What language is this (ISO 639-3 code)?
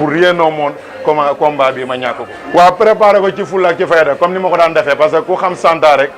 wol